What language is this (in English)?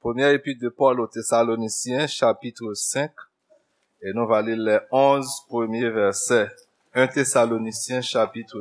Haitian Creole